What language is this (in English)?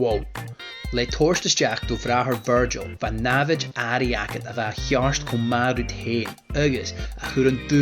Scottish Gaelic